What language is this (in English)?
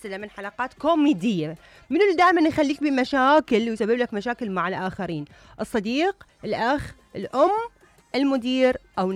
Mesopotamian Arabic